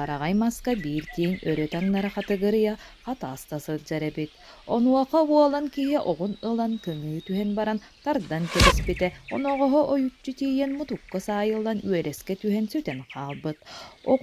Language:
Yakut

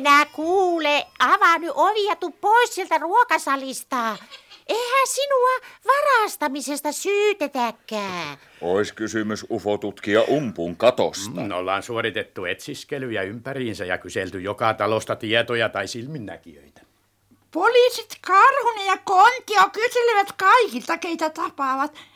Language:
Finnish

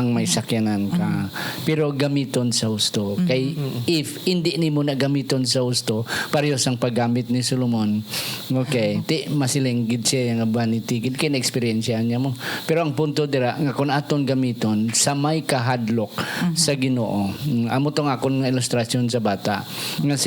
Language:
Hiligaynon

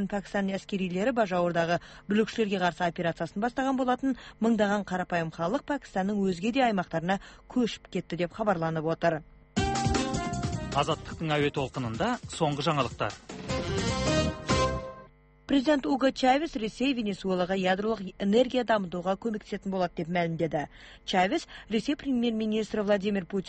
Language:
Kazakh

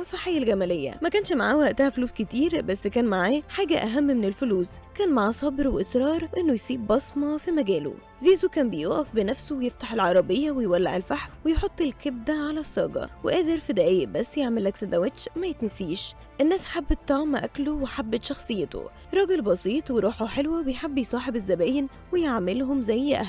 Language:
Egyptian Arabic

